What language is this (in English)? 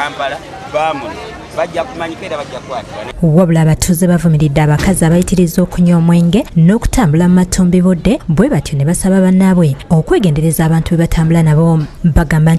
Ganda